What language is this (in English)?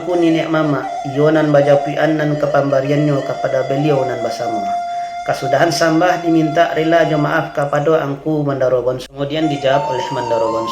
Minangkabau